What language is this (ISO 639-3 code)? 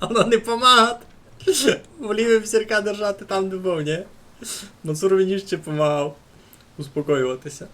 rue